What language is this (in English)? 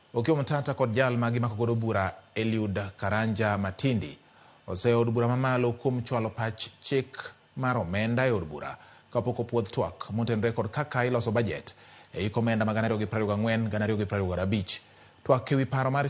Luo (Kenya and Tanzania)